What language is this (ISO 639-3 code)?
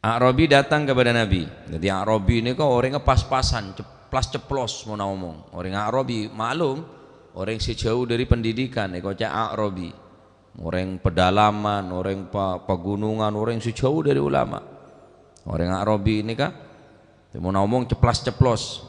mad